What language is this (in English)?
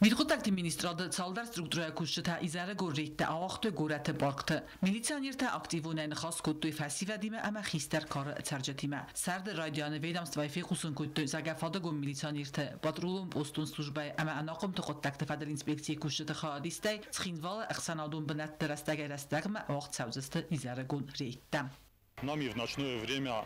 Ossetic